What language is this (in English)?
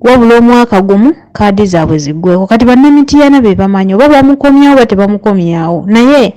Ganda